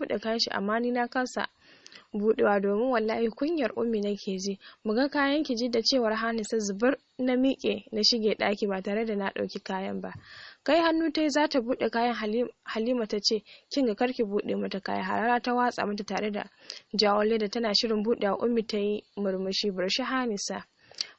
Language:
Hausa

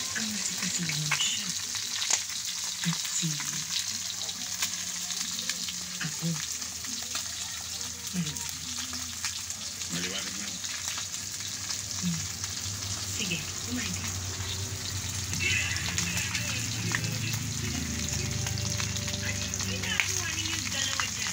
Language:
Filipino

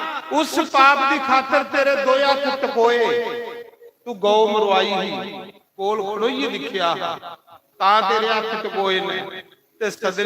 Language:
Dogri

